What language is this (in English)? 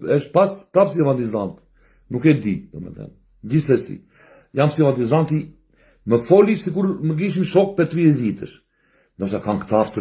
Albanian